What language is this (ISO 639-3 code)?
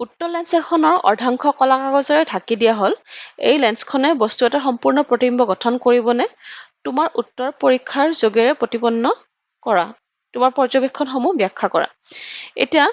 asm